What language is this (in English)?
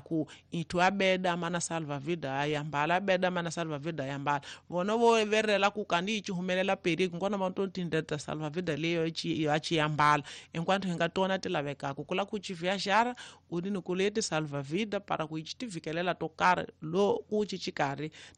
Tsonga